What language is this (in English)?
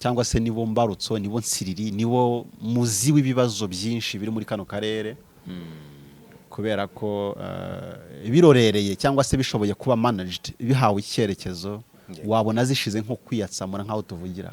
Kinyarwanda